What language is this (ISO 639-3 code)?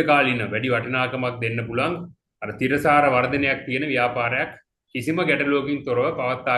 sin